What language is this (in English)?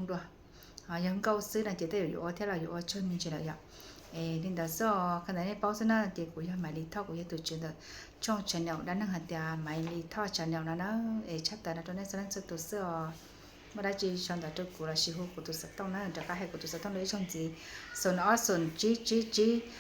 Hmong